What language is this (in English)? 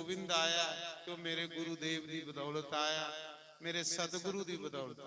Dogri